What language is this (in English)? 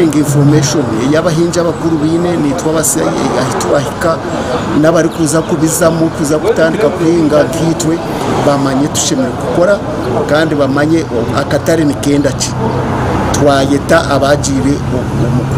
Nyankole